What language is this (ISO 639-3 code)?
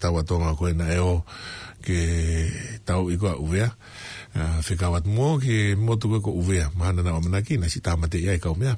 ton